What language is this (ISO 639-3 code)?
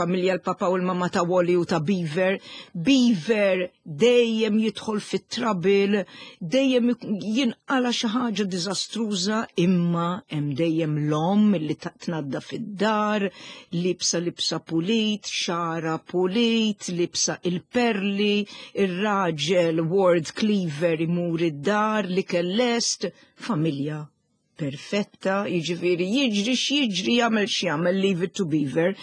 mlt